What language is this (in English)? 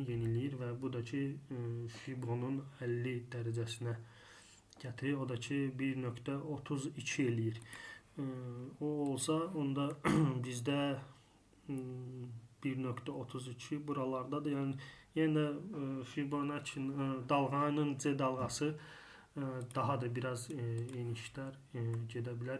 Azerbaijani